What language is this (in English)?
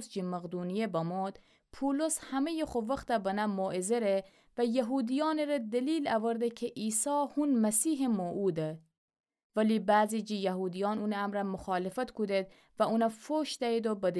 Gilaki